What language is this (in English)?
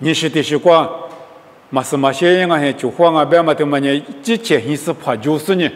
Lisu